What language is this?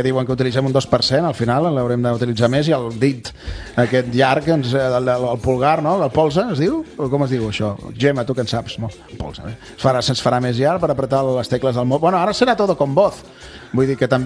Catalan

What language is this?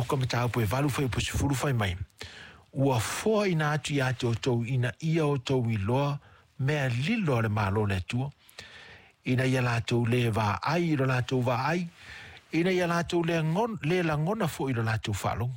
Samoan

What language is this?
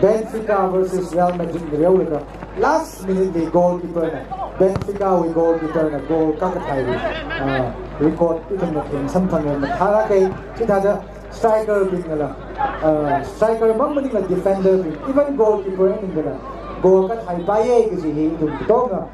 Tangkhul Naga (India)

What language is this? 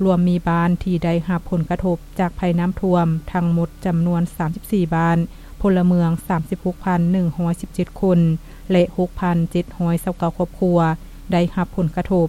Lao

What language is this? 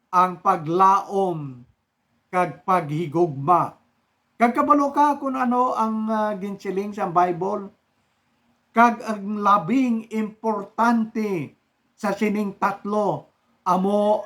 Hiligaynon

